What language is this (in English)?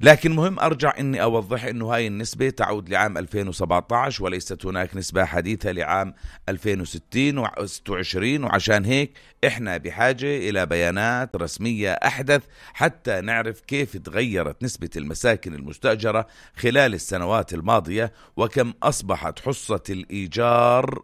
North Levantine Arabic